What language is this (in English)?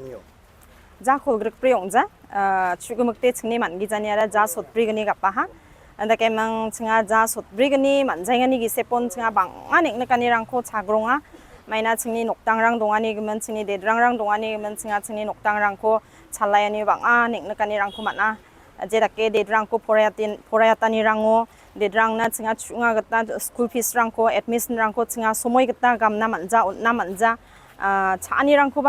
Garo